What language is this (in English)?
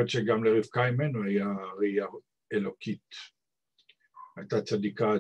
Hebrew